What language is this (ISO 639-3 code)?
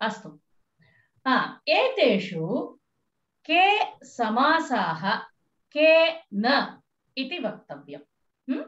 san